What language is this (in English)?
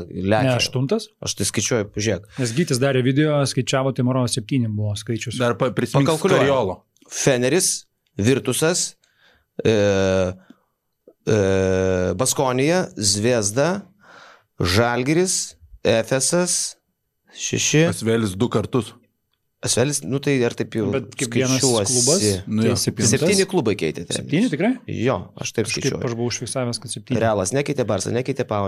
Lithuanian